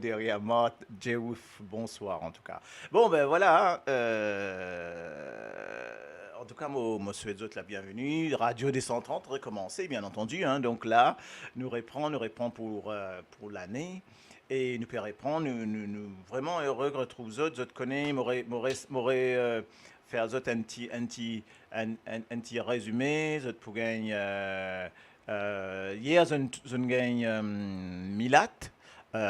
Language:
Morisyen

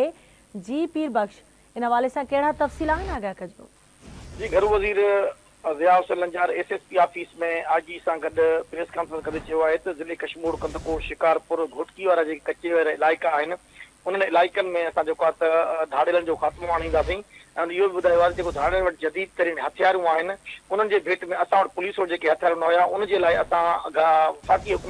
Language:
Sindhi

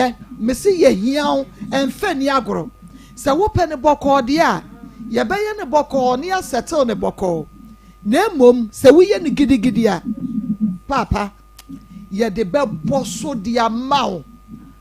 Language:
Akan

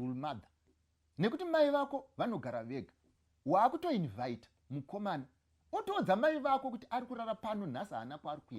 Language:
Shona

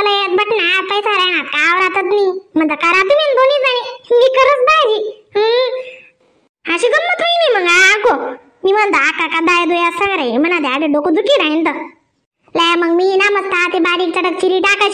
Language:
Khandesi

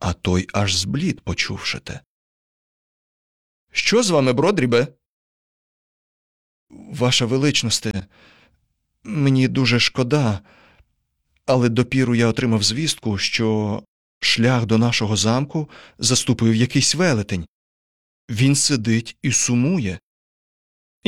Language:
Ukrainian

